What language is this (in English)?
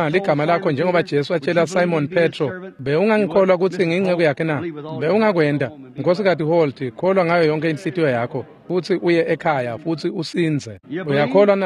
Swati